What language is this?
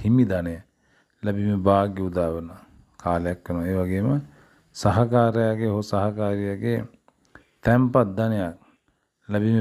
Sinhala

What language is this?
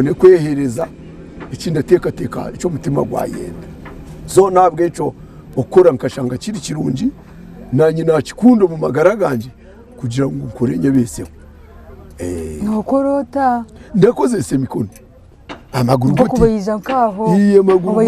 Nyankole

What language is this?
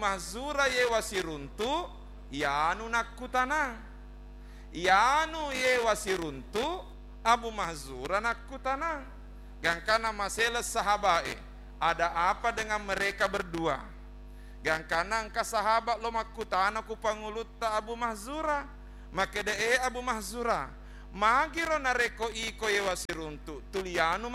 Buginese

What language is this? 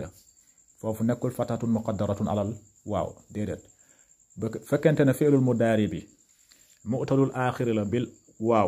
Wolof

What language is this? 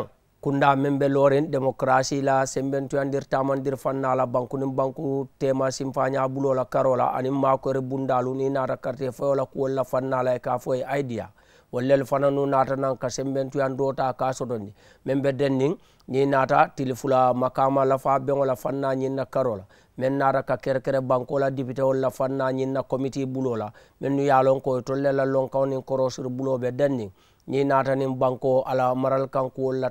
Mandingo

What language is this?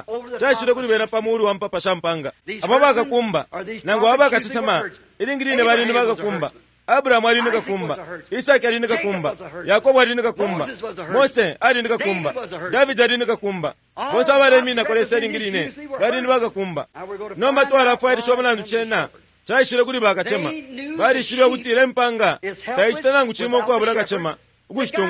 Bemba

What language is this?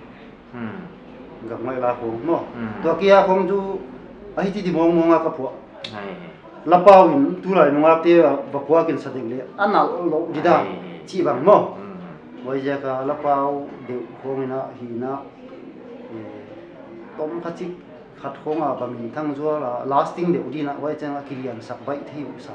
Paite Chin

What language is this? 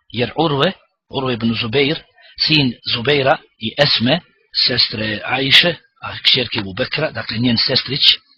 Bosnian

